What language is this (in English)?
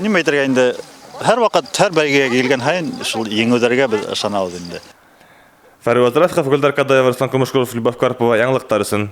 Bashkir